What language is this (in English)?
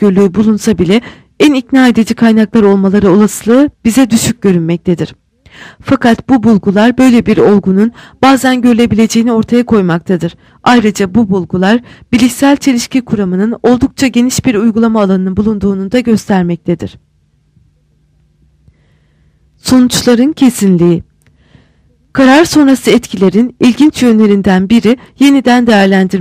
Turkish